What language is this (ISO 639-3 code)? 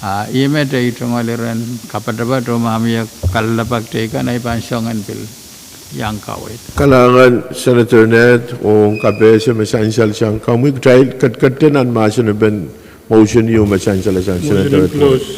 pon